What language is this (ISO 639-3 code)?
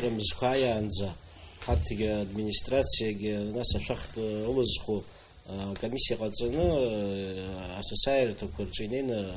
abk